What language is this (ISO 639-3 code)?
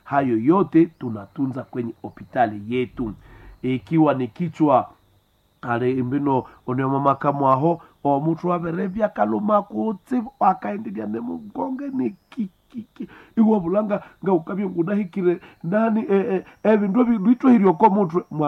swa